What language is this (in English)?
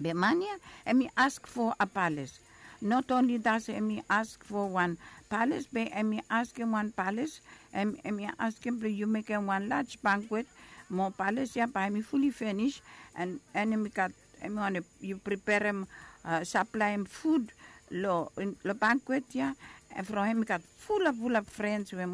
Bislama